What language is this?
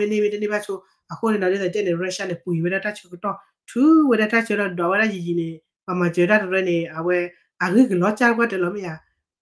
S'gaw Karen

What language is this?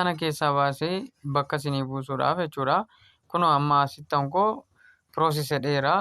Oromo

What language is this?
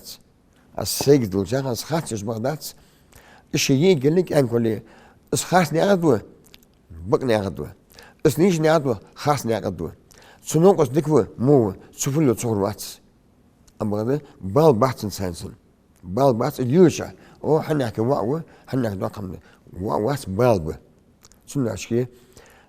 Ingush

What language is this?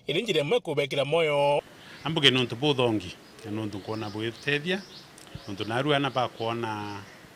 Meru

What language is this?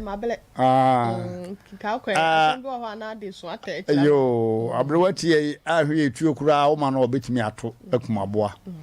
Akan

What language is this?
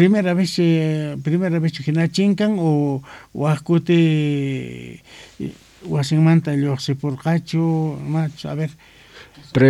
Quechua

